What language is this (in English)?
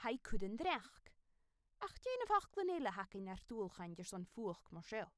Scottish Gaelic